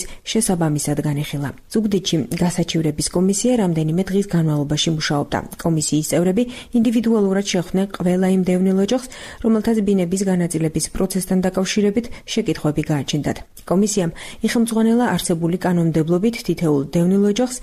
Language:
Georgian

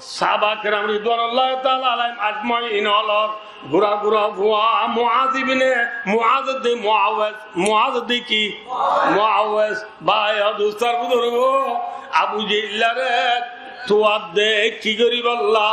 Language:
Rohingya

